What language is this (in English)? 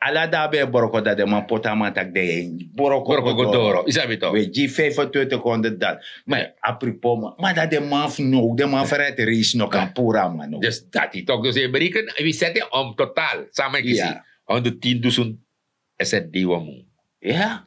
Sranan Tongo